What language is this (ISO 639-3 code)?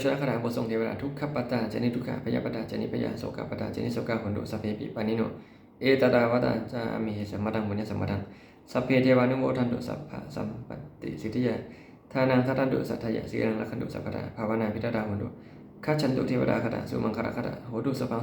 pli